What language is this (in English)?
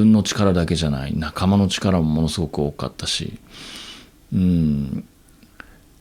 Japanese